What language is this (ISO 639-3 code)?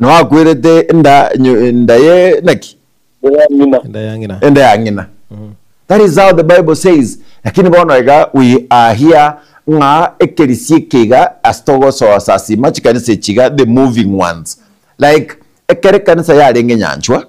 guz